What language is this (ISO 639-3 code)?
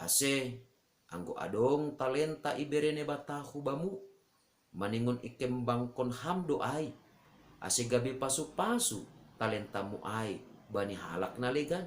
bts